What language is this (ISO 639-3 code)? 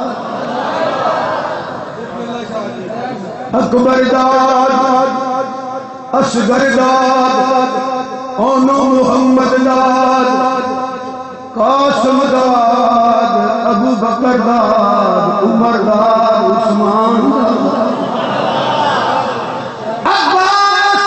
urd